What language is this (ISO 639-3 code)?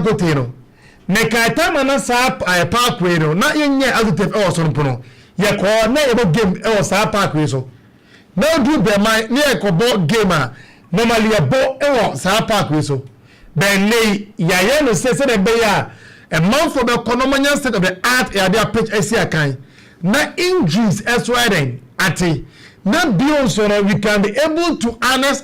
aka